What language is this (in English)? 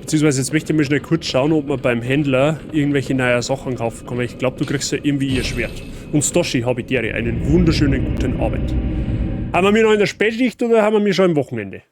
Bavarian